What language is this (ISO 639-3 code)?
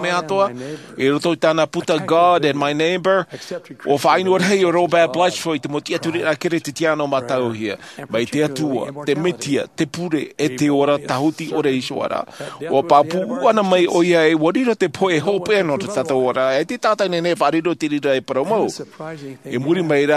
tah